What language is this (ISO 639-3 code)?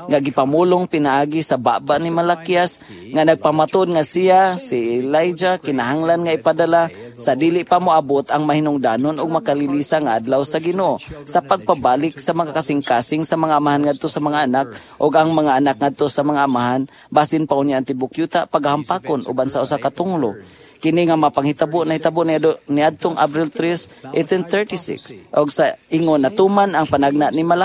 ceb